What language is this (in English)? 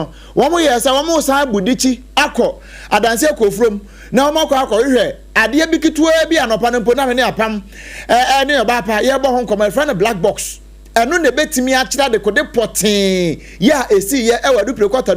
Akan